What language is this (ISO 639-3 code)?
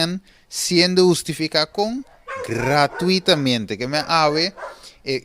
pap